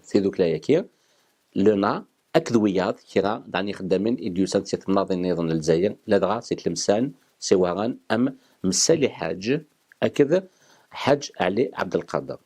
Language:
Kabyle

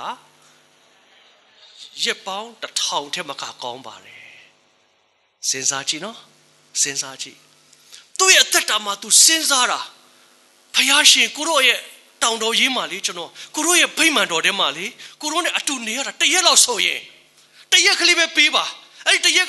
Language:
Burmese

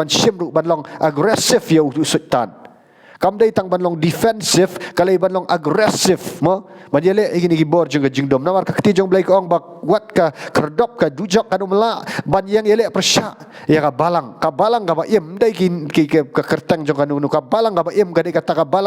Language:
Khasi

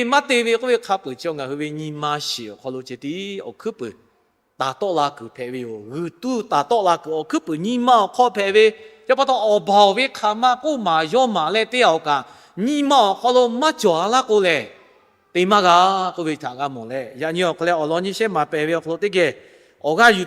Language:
Lahu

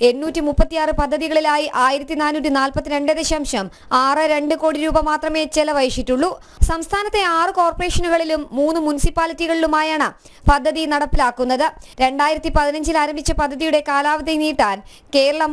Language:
Malayalam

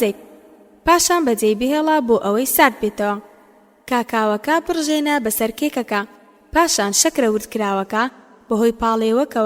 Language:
Central Kurdish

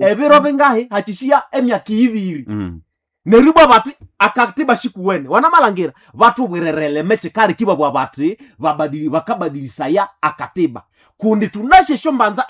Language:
Nande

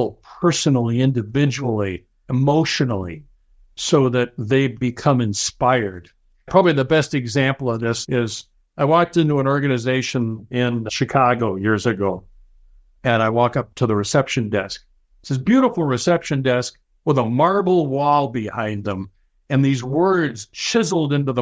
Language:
English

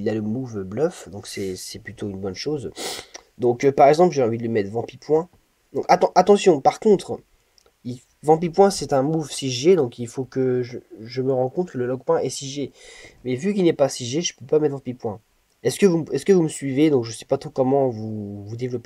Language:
French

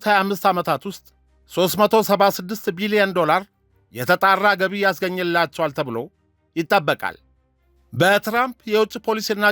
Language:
Amharic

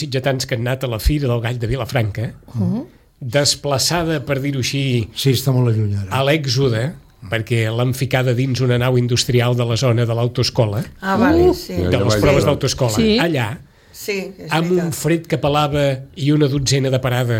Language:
Catalan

